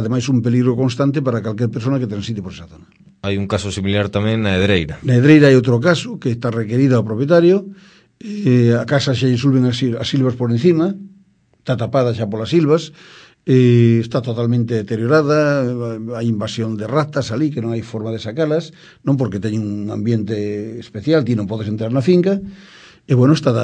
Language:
Galician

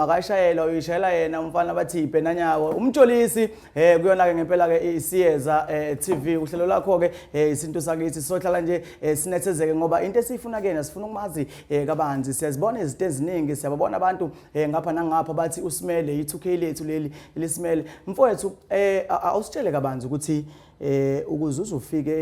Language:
Zulu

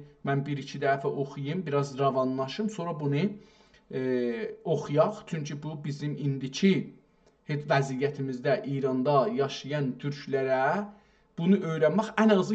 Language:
South Azerbaijani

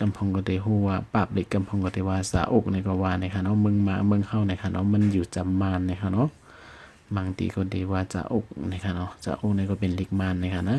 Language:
Shan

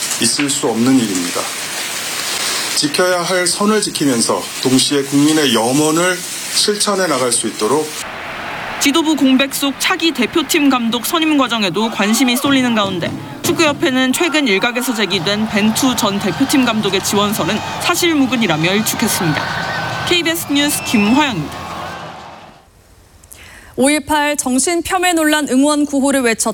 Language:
Korean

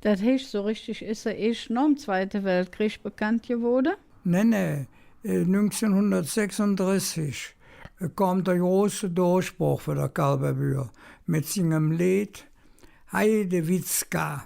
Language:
Colognian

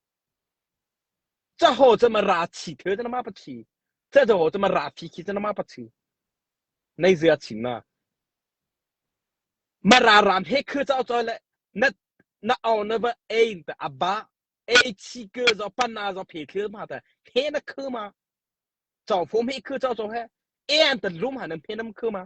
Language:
Mara Chin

